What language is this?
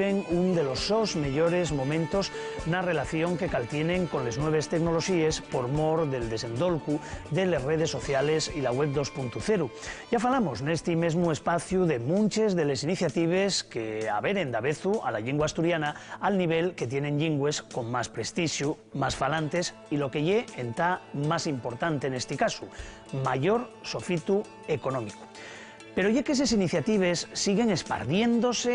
Asturian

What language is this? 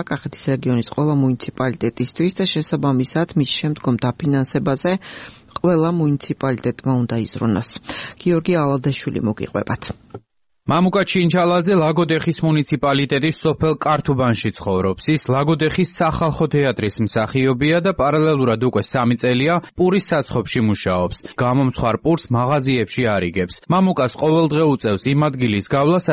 Georgian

